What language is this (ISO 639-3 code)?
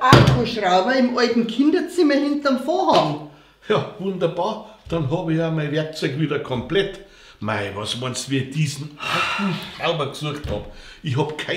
bar